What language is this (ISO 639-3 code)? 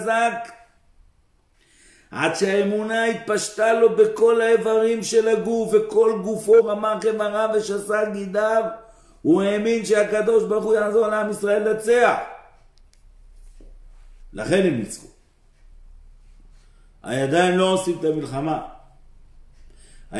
heb